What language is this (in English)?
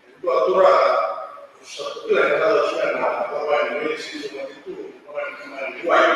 Fijian